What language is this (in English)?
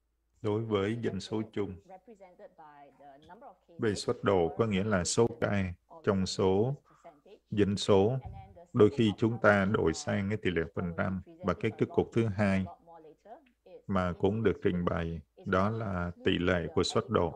Vietnamese